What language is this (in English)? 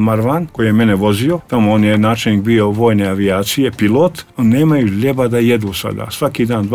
Serbian